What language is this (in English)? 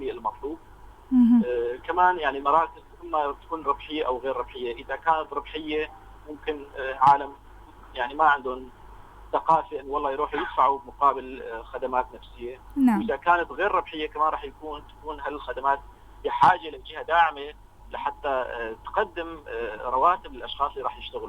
North Levantine Arabic